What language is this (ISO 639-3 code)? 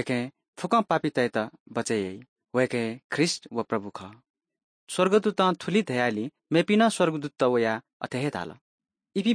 new